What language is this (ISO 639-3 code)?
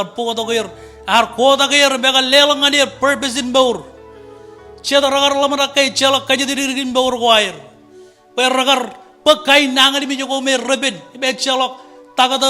mah